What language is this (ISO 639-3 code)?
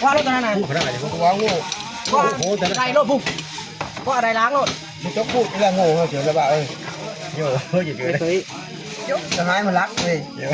tts